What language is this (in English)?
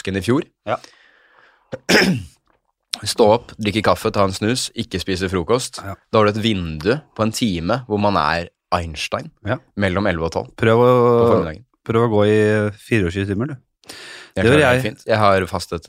Norwegian